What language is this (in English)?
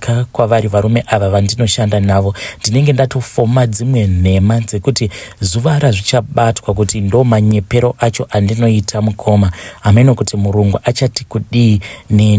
Shona